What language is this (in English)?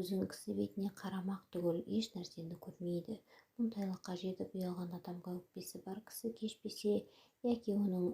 Kazakh